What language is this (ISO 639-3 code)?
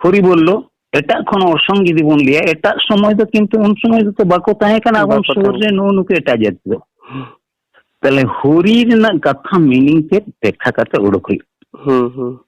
sat